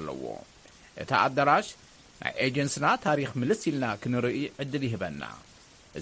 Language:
Tigrinya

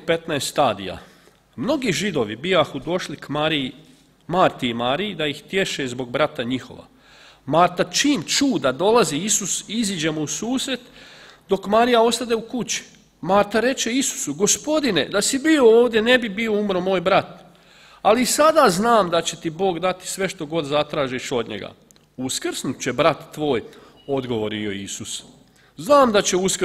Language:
Croatian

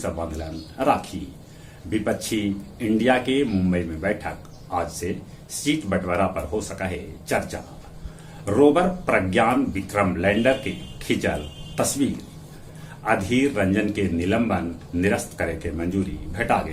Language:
Magahi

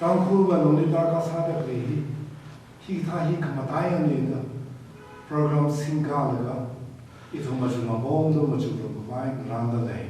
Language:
Tangkhul Naga (India)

